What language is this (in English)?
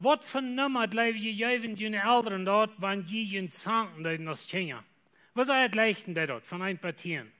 Plautdietsch